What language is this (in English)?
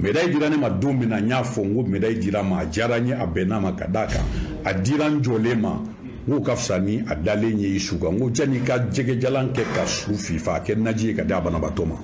Bambara